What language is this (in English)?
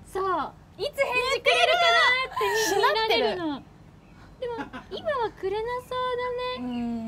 Japanese